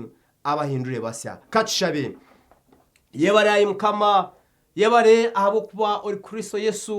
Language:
Nyankole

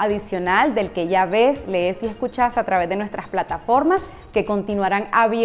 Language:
Spanish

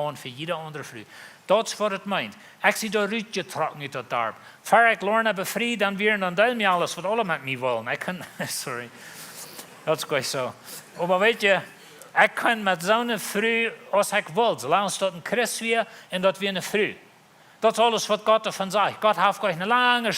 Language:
Plautdietsch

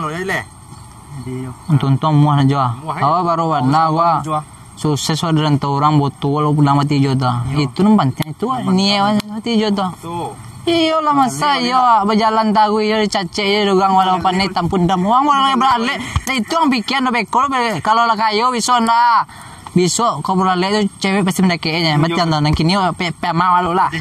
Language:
Minangkabau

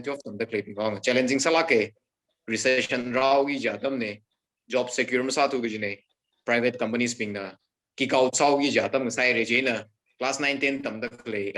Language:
Tangkhul Naga (India)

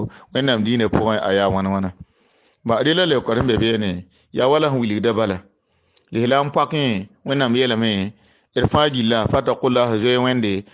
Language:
Mossi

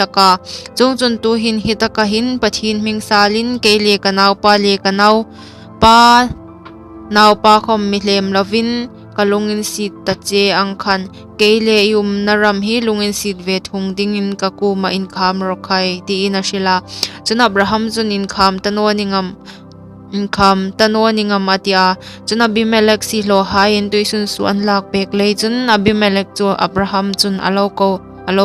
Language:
Hmar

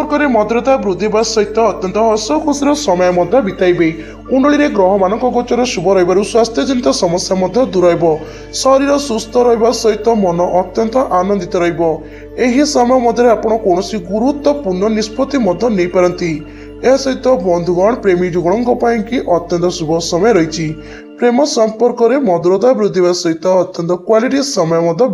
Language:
Odia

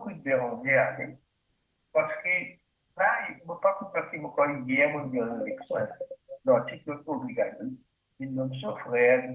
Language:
Morisyen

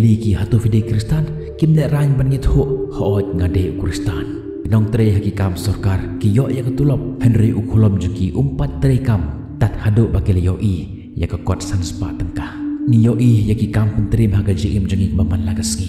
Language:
Khasi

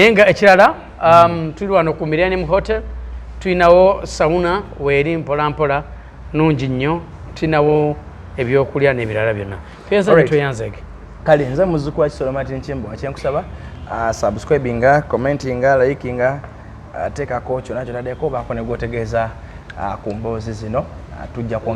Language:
Ganda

